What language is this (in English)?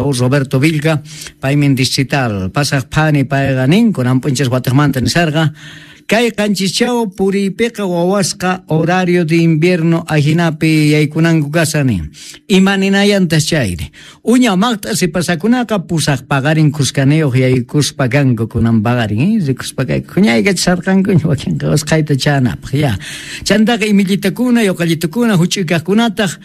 South Bolivian Quechua